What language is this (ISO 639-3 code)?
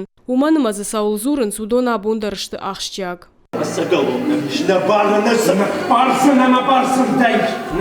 oss